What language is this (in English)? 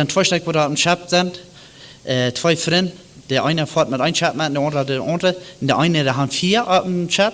Plautdietsch